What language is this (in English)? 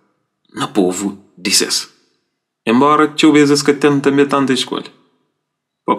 Kabuverdianu